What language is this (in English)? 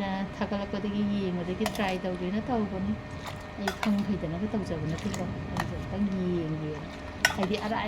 Manipuri